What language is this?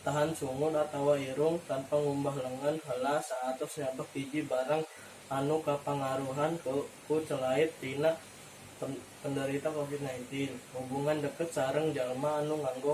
Sundanese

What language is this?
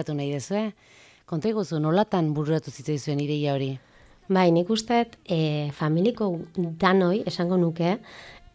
Basque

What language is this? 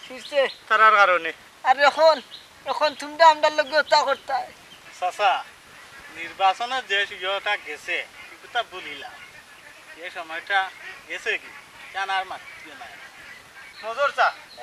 Sylheti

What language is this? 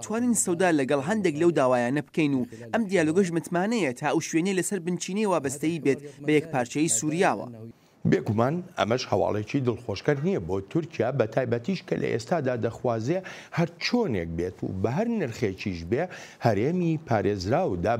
Central Kurdish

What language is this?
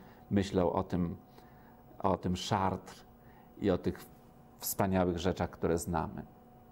Polish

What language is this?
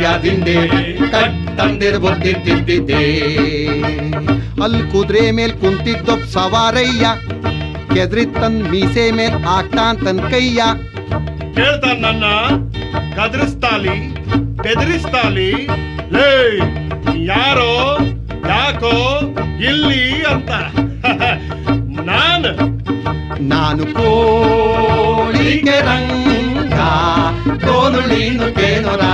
Kannada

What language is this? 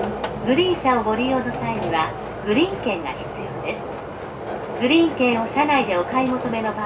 Japanese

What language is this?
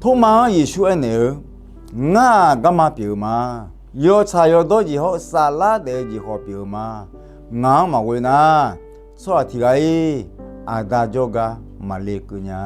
Akha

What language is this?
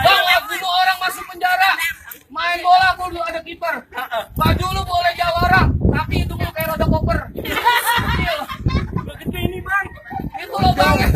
Betawi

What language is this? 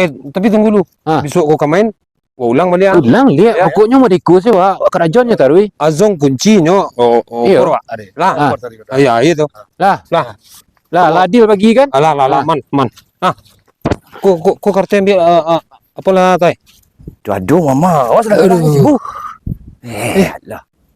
Minangkabau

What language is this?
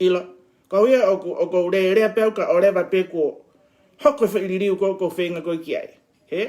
Tongan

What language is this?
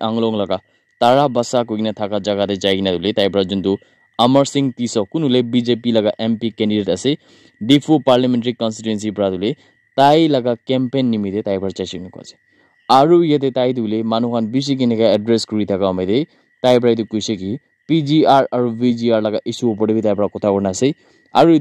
Naga Pidgin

